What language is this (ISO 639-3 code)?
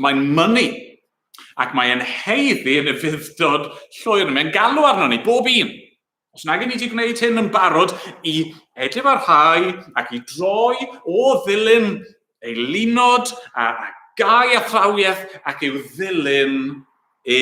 cym